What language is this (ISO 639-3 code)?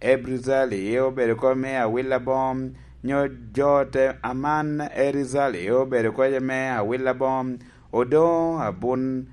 laj